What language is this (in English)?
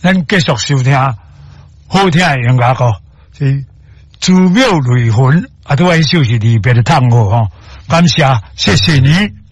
Min Nan Chinese